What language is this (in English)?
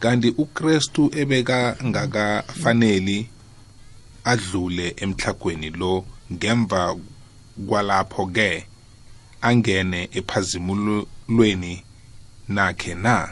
South Ndebele